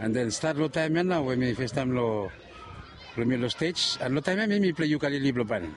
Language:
Bislama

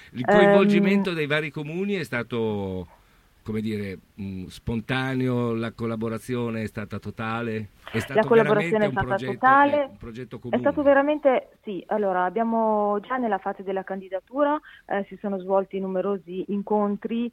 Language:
Italian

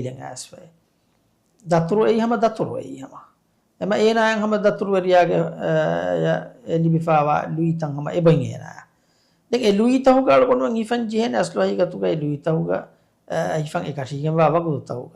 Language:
Divehi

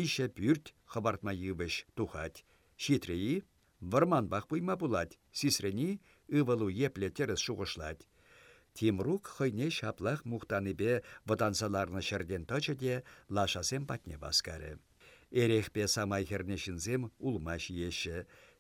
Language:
Chuvash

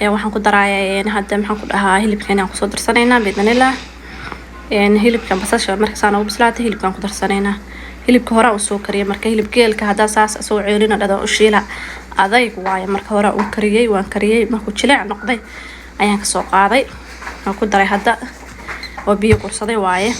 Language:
Somali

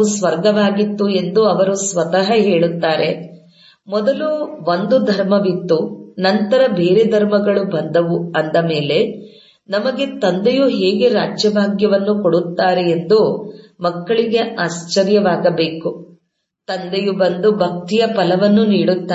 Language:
Kannada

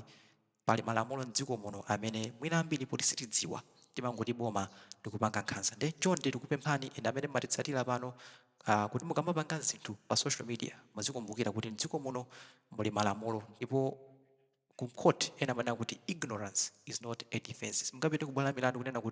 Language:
Nyanja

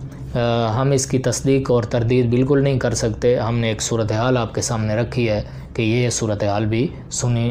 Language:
Urdu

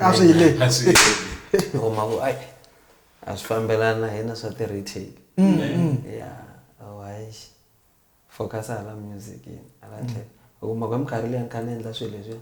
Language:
Tsonga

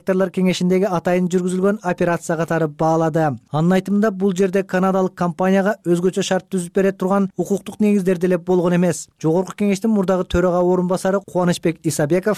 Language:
Kyrgyz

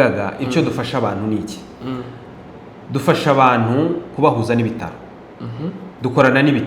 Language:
Kinyarwanda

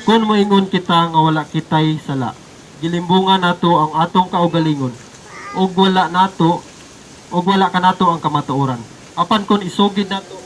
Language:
Cebuano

